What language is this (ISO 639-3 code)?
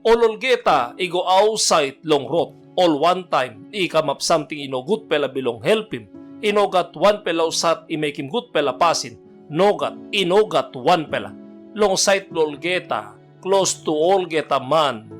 tpi